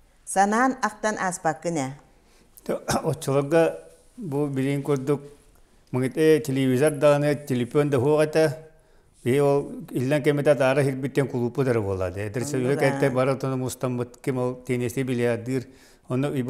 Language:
Yakut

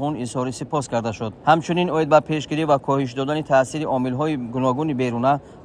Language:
Tajik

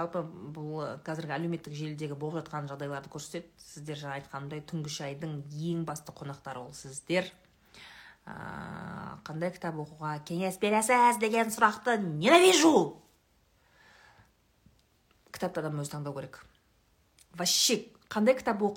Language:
Kazakh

